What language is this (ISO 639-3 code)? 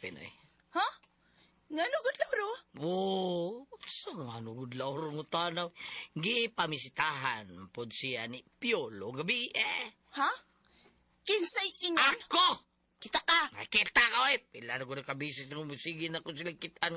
ceb